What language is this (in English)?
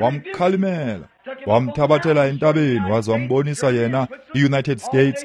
Xhosa